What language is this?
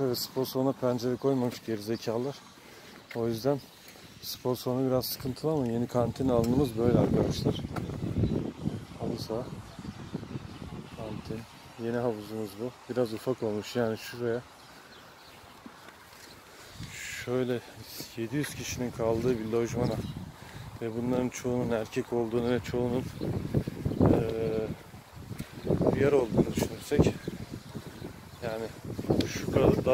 Turkish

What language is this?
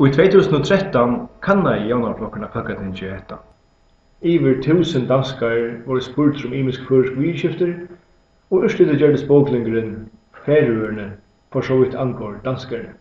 Faroese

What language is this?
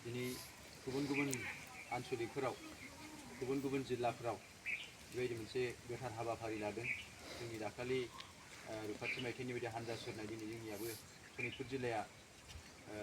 Bodo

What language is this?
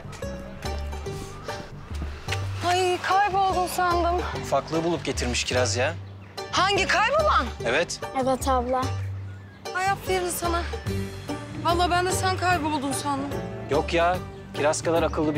Turkish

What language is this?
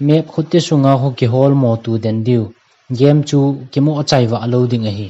Thado Chin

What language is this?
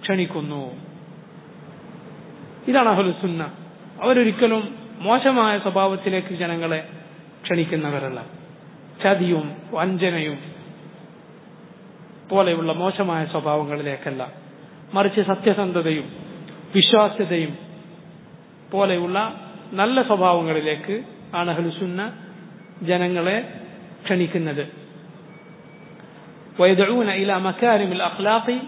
Malayalam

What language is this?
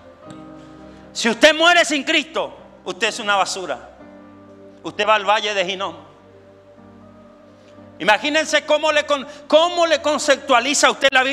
Spanish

